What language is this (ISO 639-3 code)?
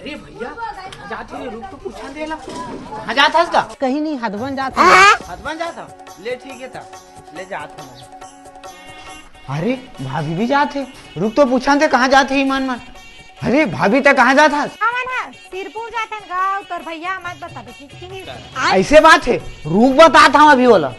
hne